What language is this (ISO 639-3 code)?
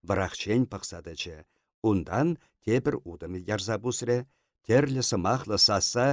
chv